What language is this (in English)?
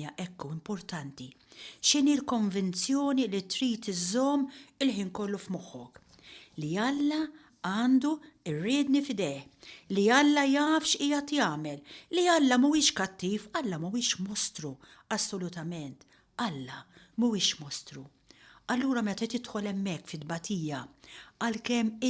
Maltese